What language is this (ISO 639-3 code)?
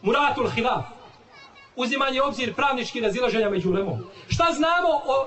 bos